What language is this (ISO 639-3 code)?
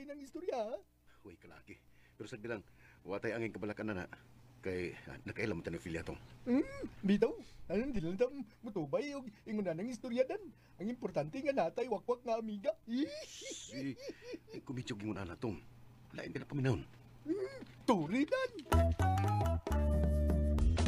ceb